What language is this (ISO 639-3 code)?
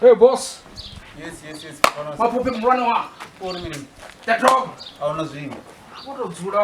ven